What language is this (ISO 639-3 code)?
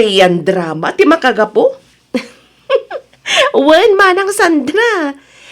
ilo